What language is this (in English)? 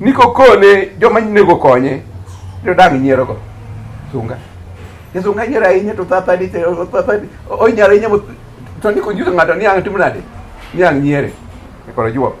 Luo (Kenya and Tanzania)